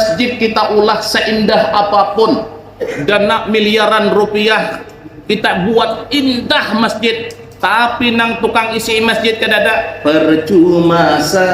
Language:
Banjar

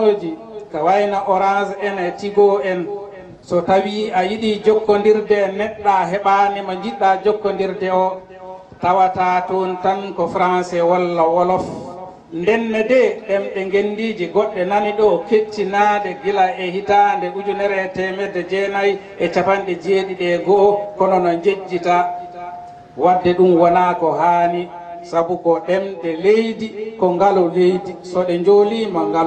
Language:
Fula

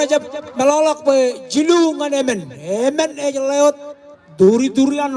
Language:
Marshallese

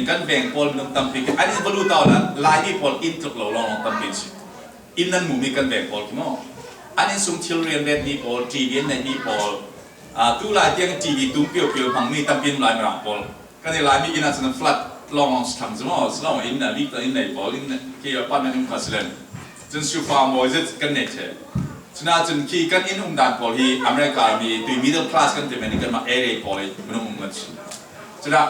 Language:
Falam Chin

